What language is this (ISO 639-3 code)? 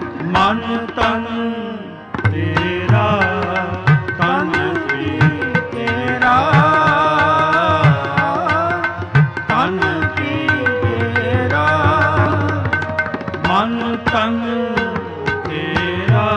pan